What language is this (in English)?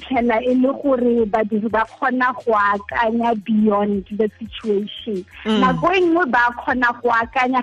Tswana